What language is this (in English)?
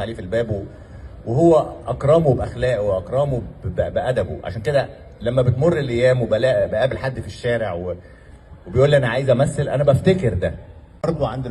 Egyptian Arabic